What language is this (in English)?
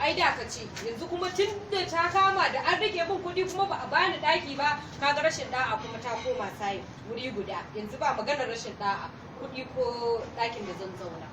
Hausa